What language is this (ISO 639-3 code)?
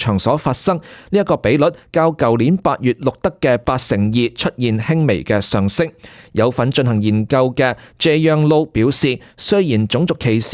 yue